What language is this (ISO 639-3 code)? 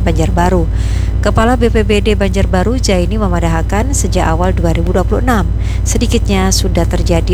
bjn